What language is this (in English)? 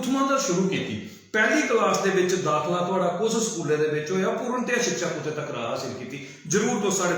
Dogri